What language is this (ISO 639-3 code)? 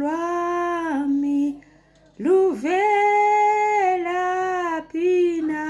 zul